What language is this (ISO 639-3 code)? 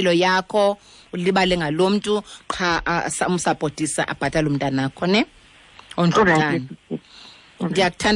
xho